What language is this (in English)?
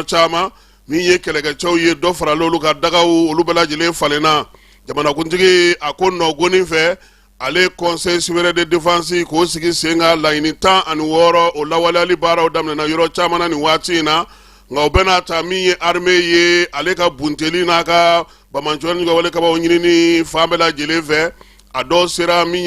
Bambara